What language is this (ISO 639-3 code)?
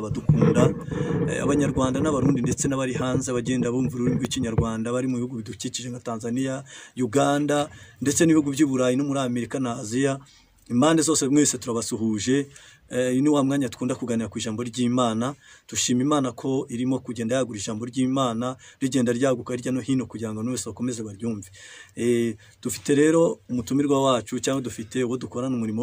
kin